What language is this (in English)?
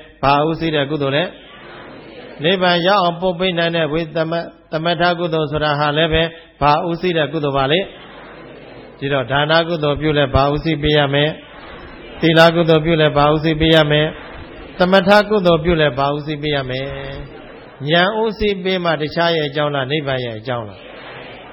Burmese